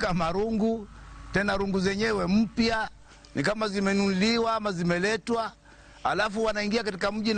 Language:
Luo (Kenya and Tanzania)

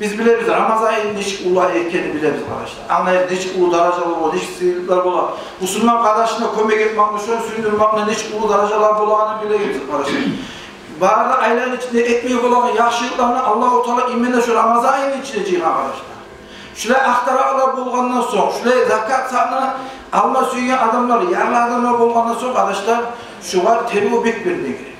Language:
Kumyk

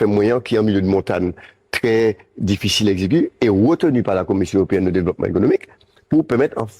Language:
Guadeloupean Creole French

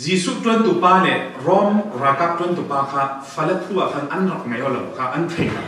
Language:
Falam Chin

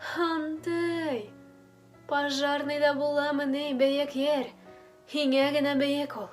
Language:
Bashkir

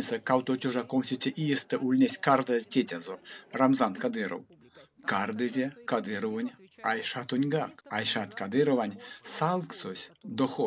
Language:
Erzya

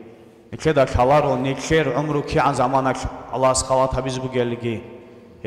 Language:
Avaric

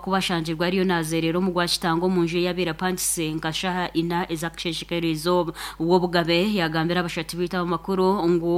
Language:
Nyankole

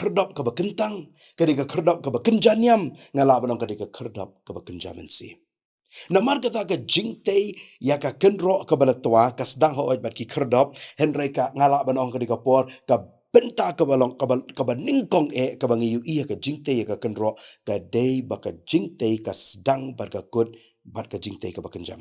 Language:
Khasi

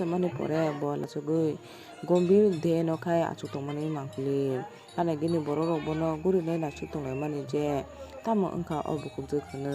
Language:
Kok Borok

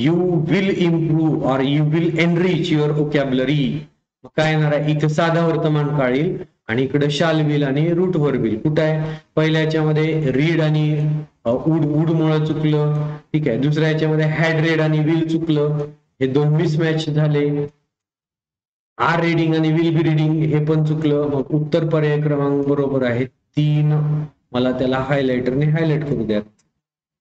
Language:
Marathi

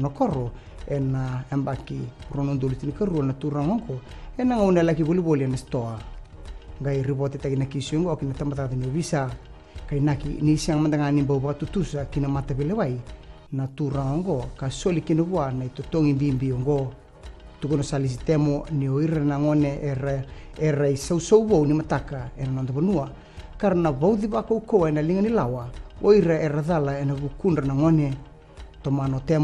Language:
Fijian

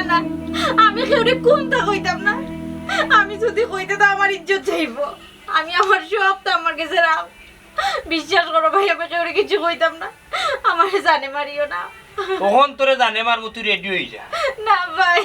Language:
Sylheti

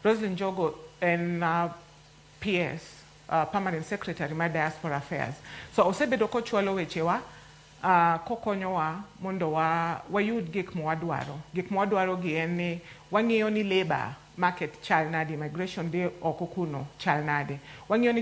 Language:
Luo (Kenya and Tanzania)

